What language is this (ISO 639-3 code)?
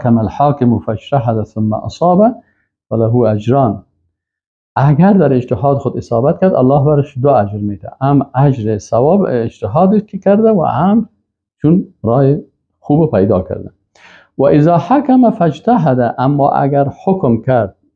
fas